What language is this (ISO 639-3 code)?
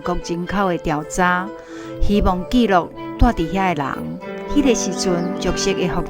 nan